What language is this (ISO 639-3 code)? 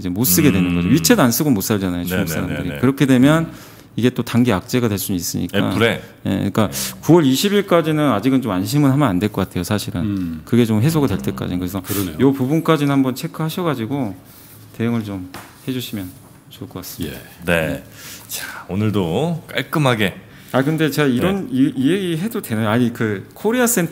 kor